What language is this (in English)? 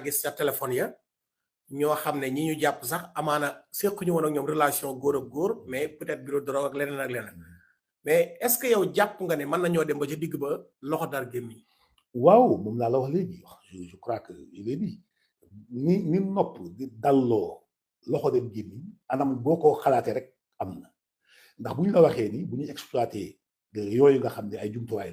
Wolof